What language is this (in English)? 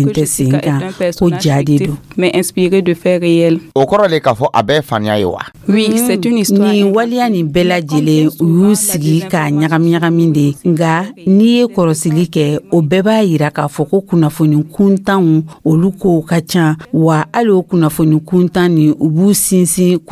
Dyula